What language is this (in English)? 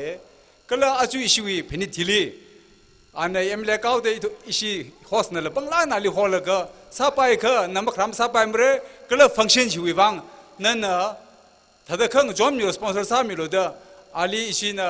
Tangkhul Naga (India)